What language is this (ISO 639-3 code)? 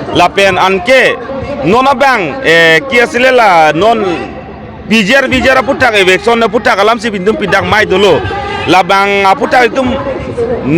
mjw